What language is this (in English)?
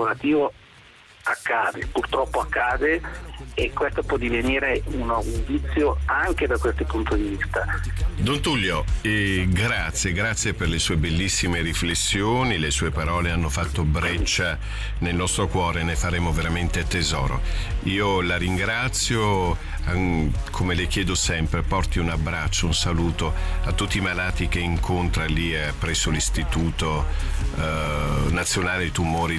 Italian